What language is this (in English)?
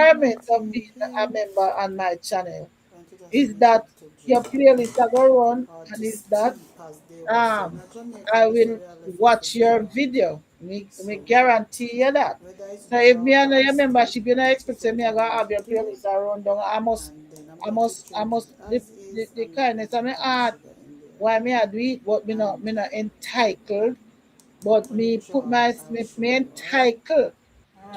Jamaican Creole English